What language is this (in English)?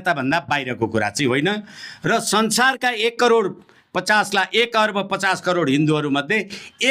Nepali